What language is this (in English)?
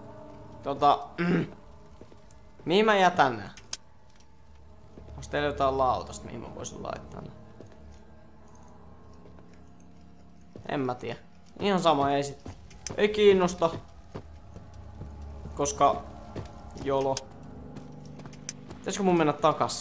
Finnish